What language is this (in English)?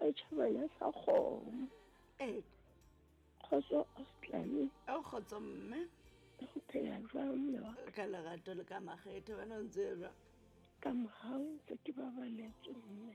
Southern Sotho